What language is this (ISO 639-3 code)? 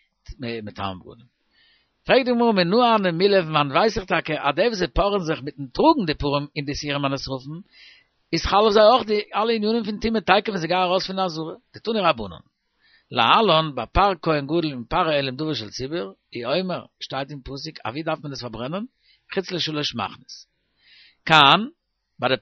yid